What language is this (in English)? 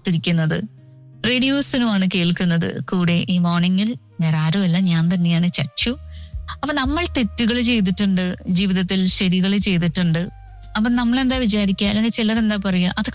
Malayalam